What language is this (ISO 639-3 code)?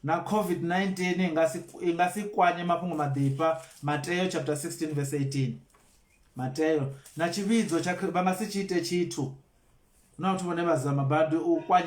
ven